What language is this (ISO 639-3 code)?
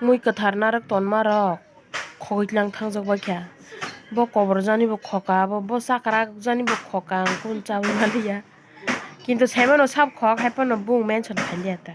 trp